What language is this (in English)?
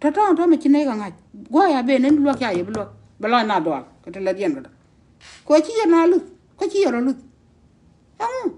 Nuer